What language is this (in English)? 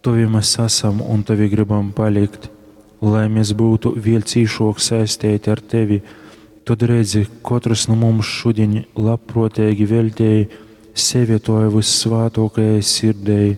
Latgalian